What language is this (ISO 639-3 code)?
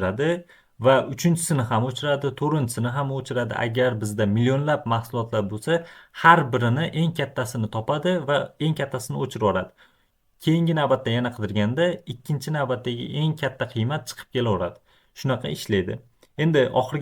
uzb